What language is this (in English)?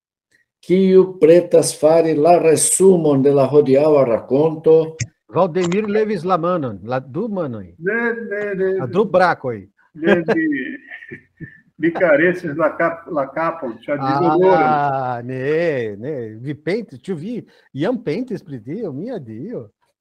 Esperanto